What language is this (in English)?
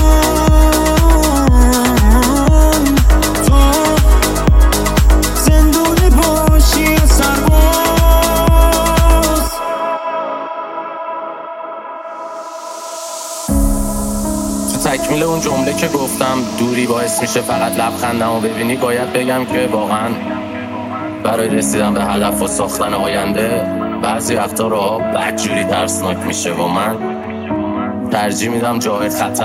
Persian